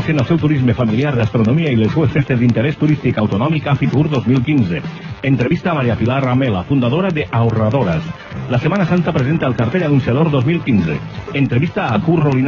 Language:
Catalan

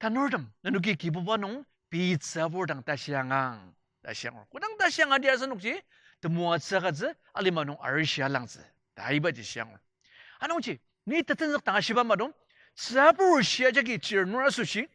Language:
Ao Naga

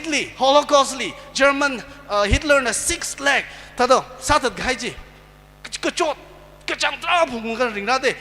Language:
Tangkhul Naga (India)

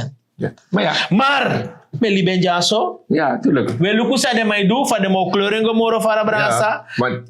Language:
Sranan Tongo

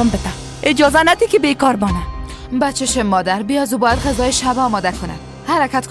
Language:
Persian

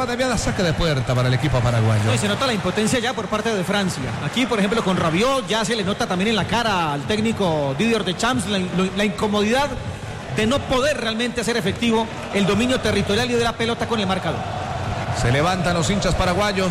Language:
Spanish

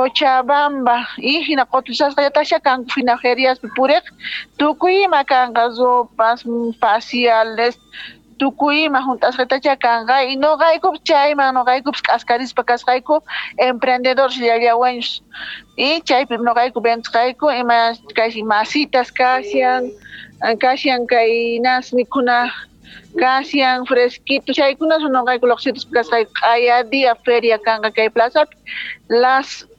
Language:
Quechua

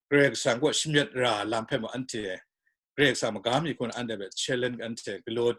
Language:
Kachin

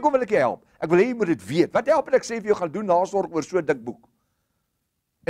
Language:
Afrikaans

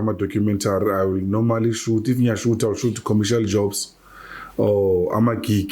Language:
Zulu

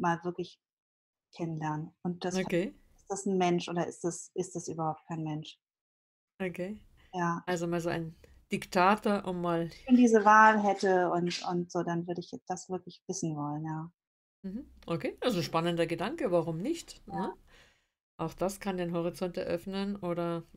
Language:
German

